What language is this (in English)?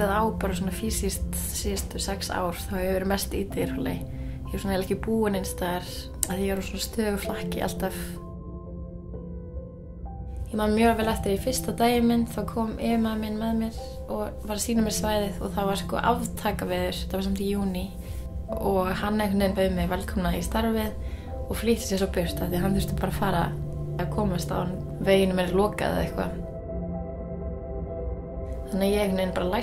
Icelandic